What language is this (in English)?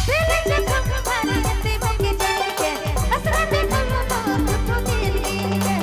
Sadri